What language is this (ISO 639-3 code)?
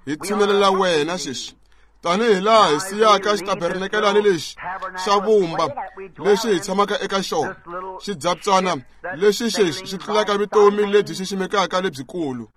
tso